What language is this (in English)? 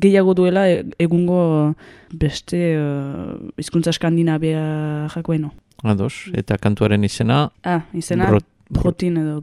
Basque